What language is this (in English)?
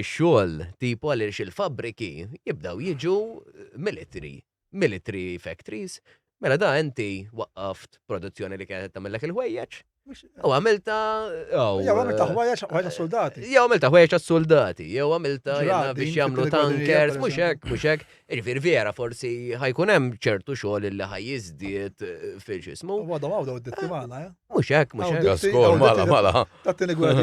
Maltese